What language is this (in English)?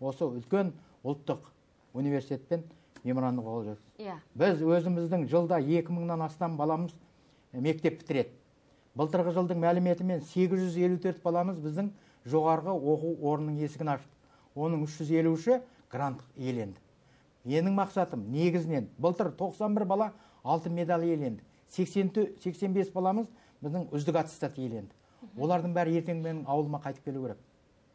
Kazakh